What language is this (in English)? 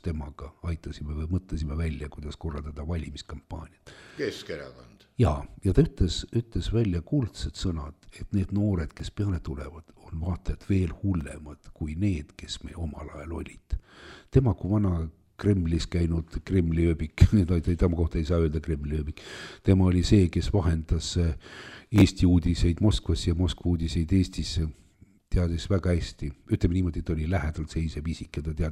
Estonian